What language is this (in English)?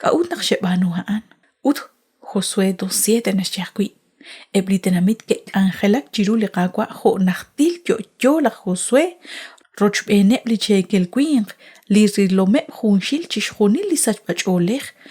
Kekchí